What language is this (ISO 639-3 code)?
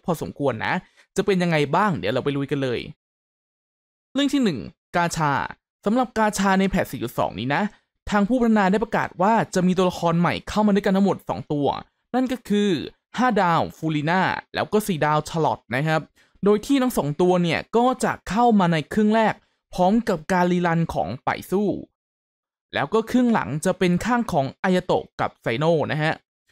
tha